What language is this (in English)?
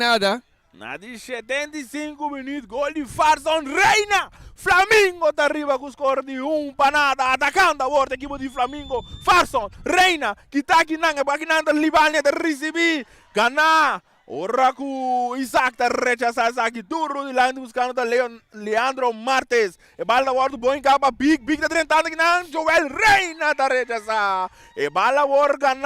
Papiamento